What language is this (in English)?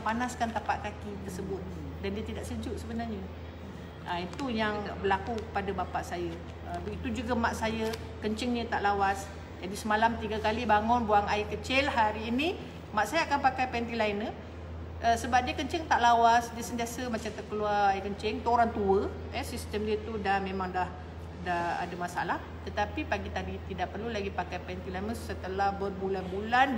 Malay